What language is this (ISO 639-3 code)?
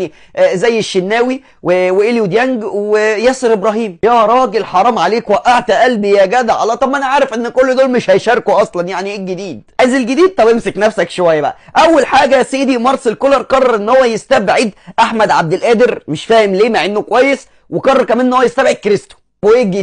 arz